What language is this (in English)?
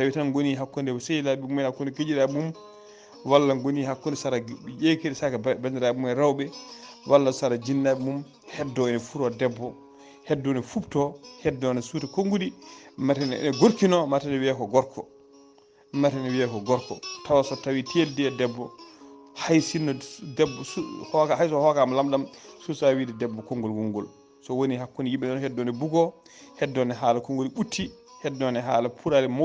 Fula